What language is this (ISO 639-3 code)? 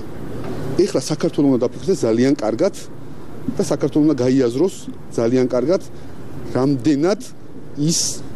kat